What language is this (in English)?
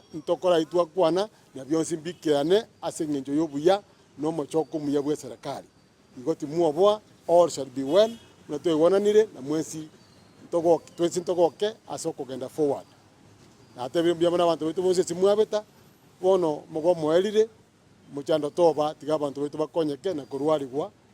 Gusii